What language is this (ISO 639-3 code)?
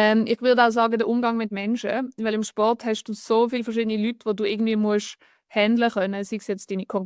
gsw